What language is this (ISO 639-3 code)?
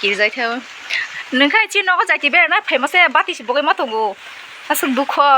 trp